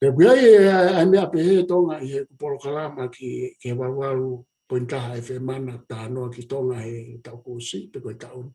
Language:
Tongan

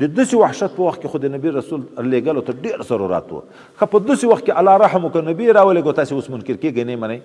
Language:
Pashto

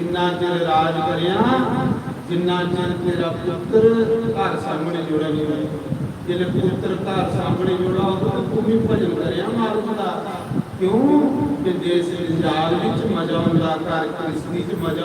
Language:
Dogri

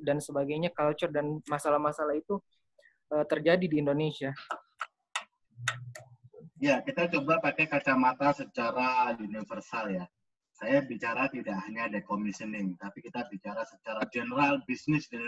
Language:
Indonesian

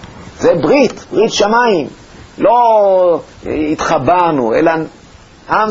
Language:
Hebrew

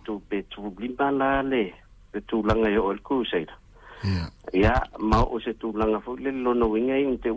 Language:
Samoan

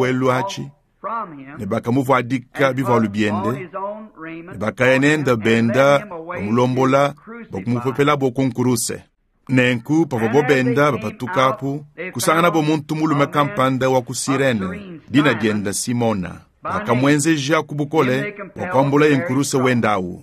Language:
Luba-Lulua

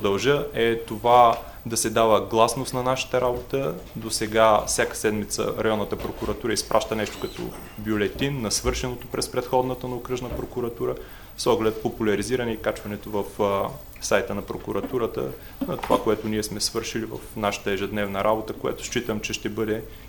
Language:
Bulgarian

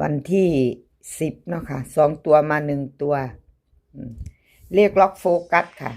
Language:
Northeastern Thai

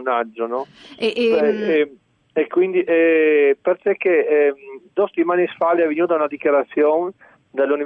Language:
Friulian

